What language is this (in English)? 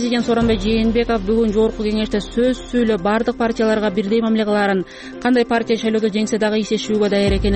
Kyrgyz